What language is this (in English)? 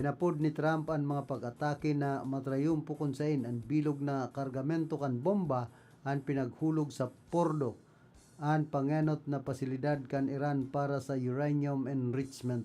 Bikol